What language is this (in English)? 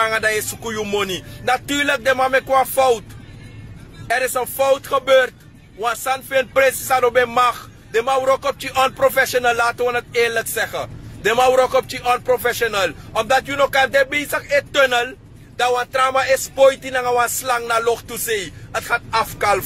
Sranan Tongo